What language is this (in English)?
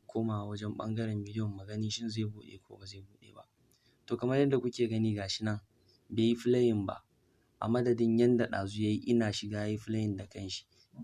Hausa